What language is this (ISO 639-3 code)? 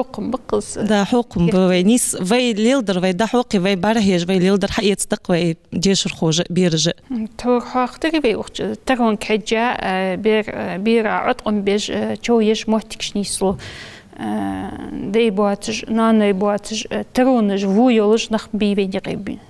inh